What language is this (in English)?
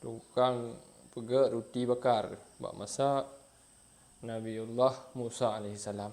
Achinese